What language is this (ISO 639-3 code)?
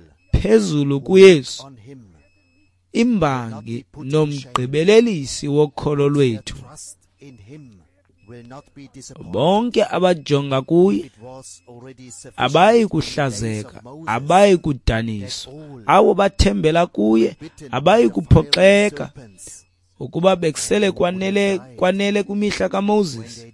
xho